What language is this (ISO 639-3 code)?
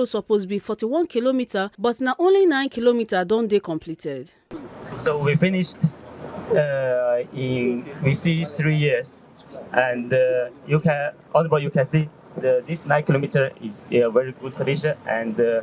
pcm